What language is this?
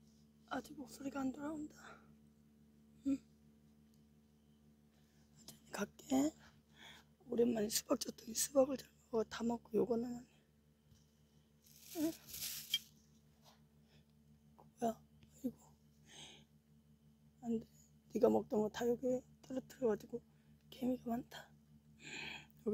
Korean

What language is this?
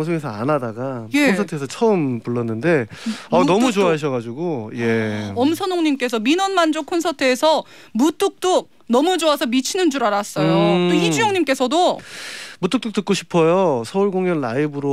Korean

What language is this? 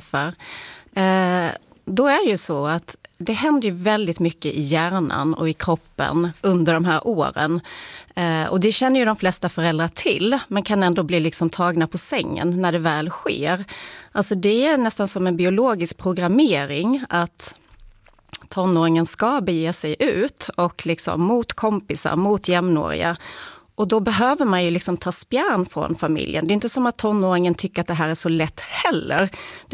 Swedish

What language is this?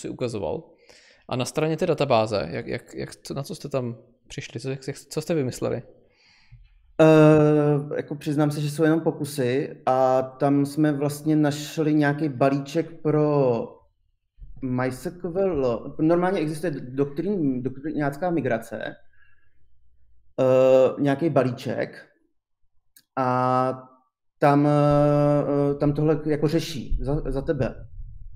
Czech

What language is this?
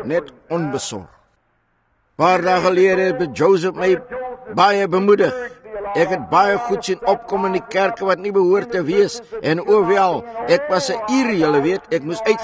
Afrikaans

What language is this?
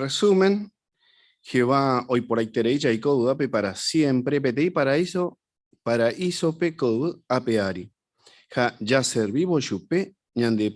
Guarani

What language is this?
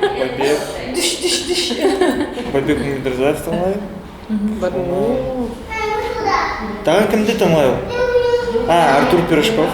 Bashkir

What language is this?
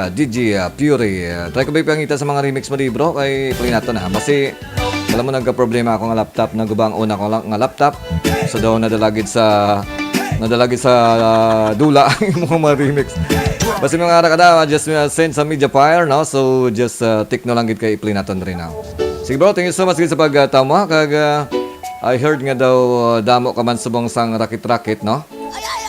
Hiligaynon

